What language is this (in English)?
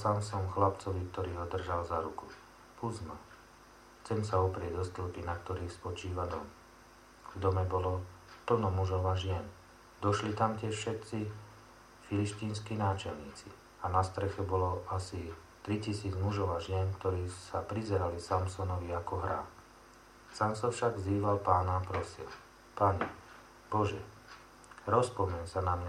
Slovak